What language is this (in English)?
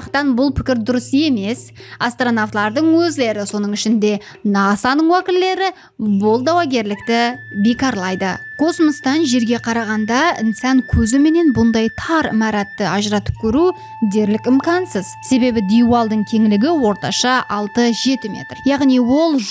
Kara-Kalpak